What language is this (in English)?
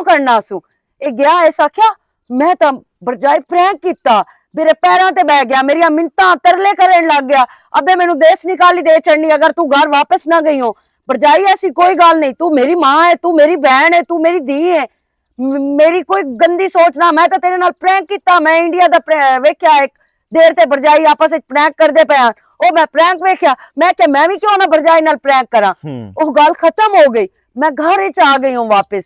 Western Panjabi